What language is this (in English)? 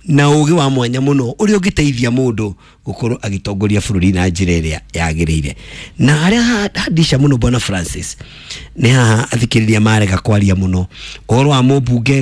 Kikuyu